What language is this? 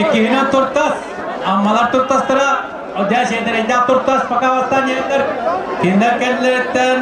Yakut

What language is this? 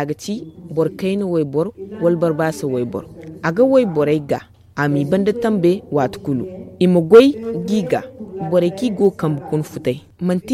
Zarma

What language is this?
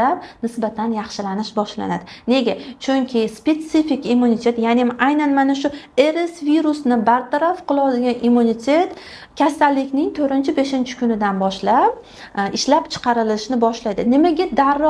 Uzbek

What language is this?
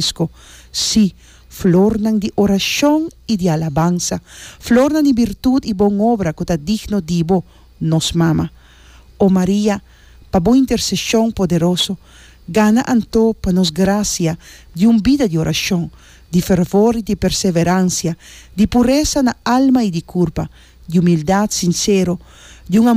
Papiamento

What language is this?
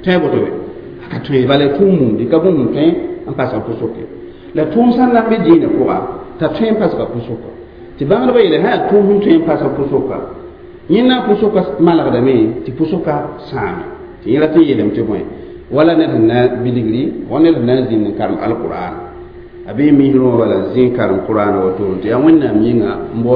Mossi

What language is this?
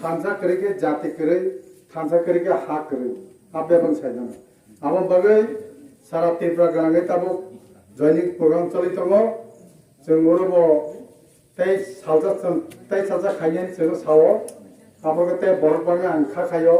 Kok Borok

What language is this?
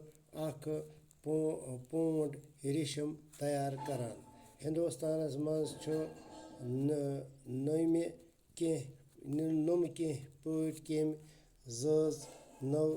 Kashmiri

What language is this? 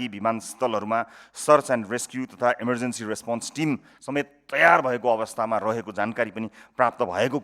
Nepali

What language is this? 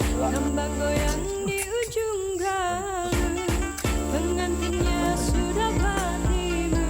Banjar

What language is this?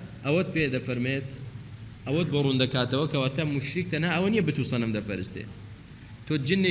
Central Kurdish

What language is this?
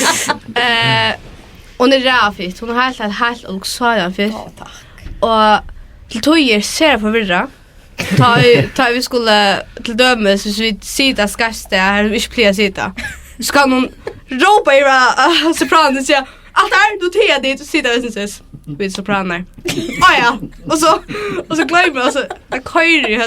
Faroese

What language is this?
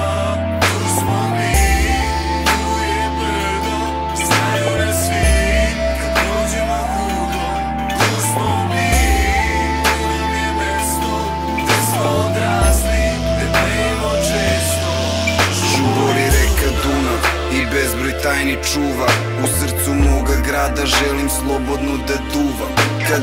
Serbian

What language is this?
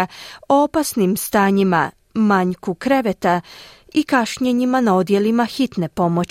Croatian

